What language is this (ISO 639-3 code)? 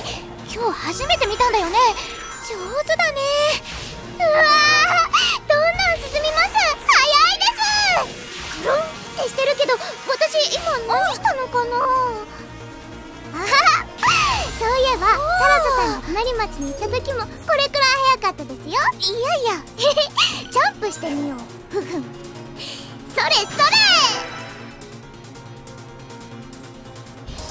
jpn